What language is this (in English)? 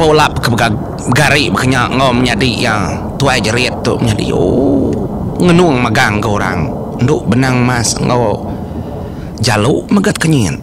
Iban